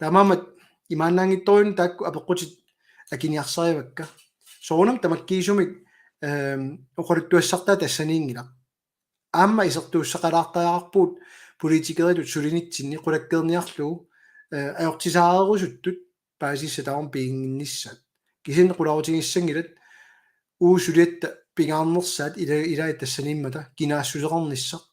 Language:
Kalaallisut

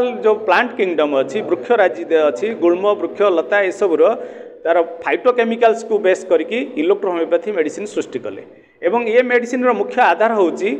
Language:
Odia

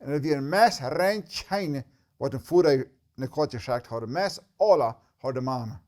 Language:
Plautdietsch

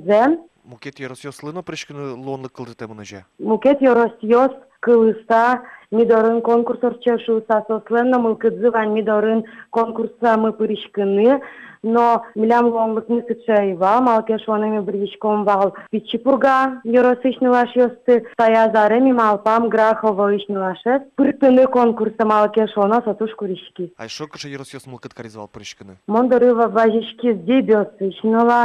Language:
Udmurt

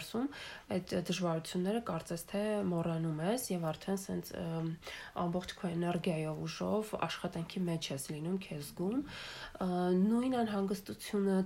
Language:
Armenian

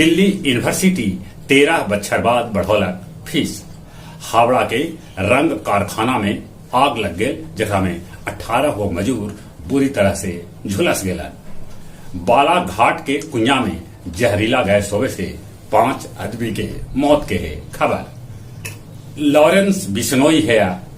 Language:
Magahi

